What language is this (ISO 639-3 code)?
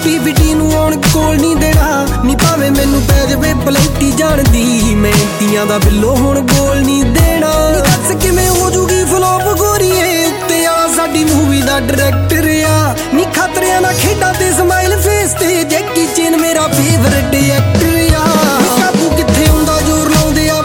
pan